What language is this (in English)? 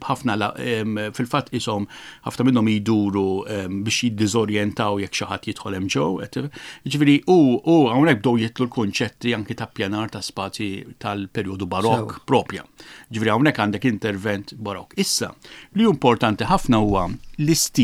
Maltese